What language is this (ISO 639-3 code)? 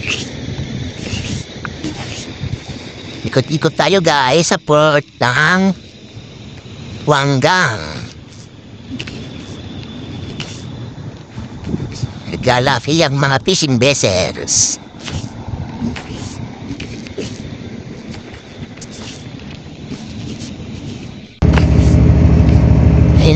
fil